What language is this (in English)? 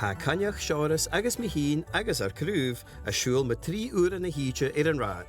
Scottish Gaelic